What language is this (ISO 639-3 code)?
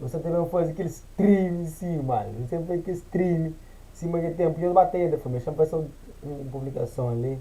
kea